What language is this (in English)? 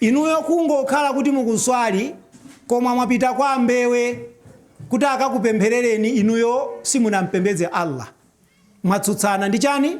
Nyanja